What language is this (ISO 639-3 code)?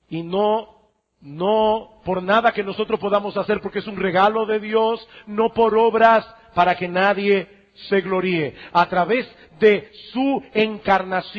spa